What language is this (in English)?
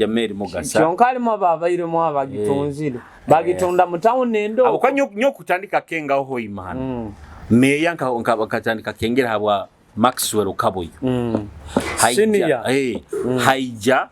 Nyoro